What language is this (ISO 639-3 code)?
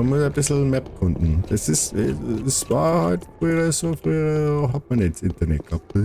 bar